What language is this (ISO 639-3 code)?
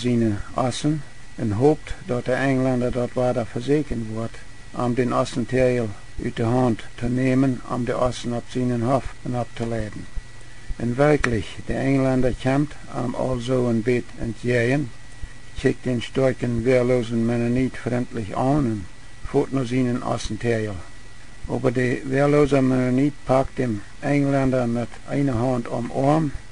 pdt